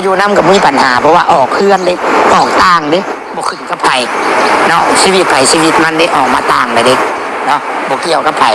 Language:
Lao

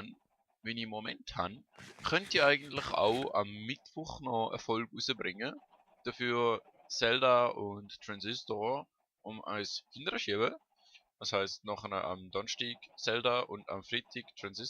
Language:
Swiss German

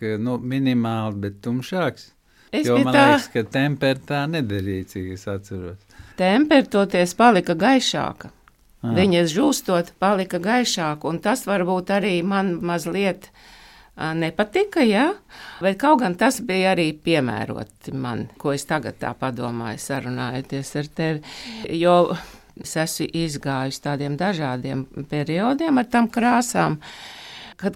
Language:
Latvian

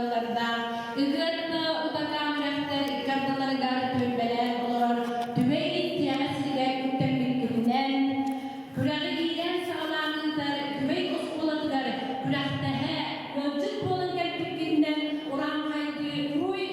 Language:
Yakut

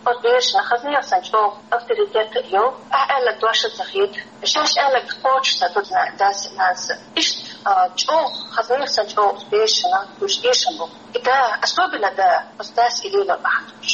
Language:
Chechen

